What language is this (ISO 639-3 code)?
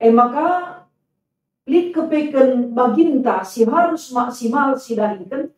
btx